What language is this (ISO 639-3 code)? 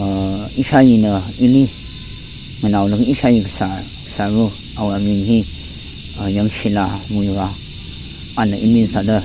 nmf